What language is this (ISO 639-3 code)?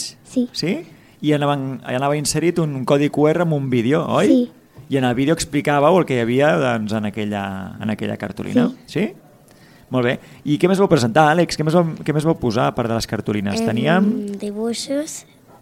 cat